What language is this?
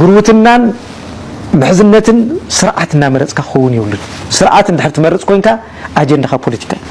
Tigrinya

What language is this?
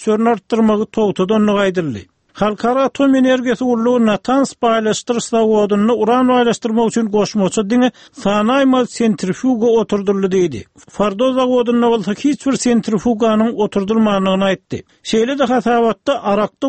Turkmen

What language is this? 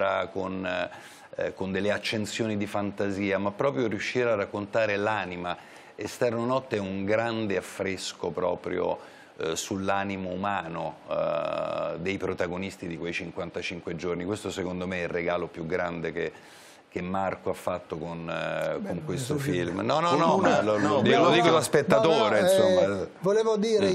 Italian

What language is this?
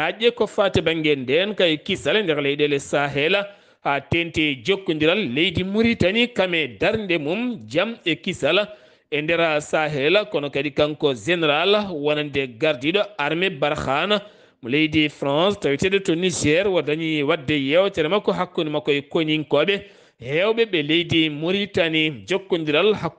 Fula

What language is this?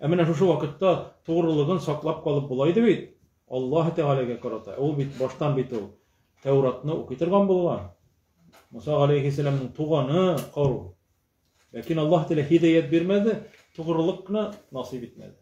Tatar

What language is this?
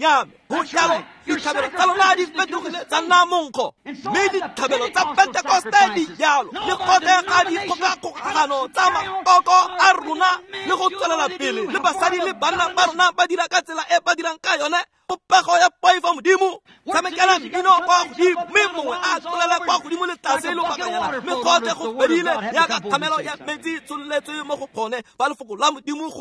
Tswana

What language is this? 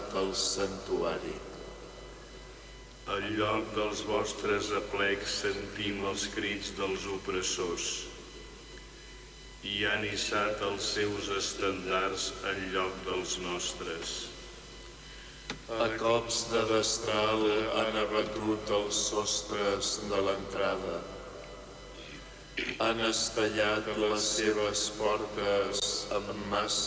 Catalan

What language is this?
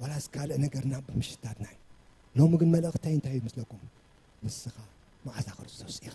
Tigrinya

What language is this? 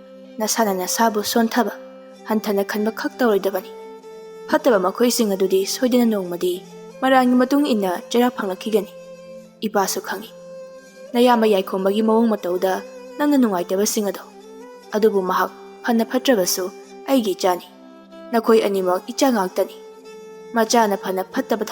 Manipuri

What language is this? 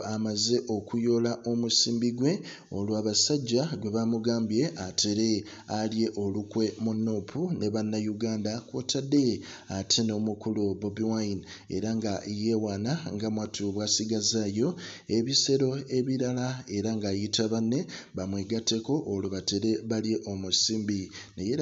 Ganda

